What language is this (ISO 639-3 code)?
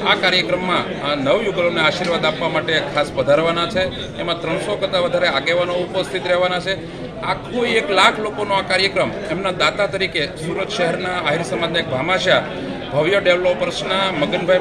guj